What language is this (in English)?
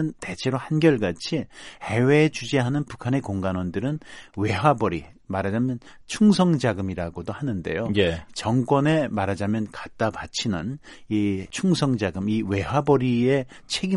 Korean